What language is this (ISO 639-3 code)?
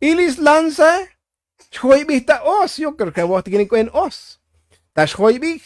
tzo